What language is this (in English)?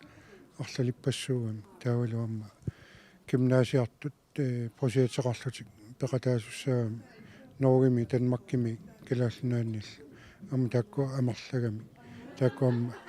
Kalaallisut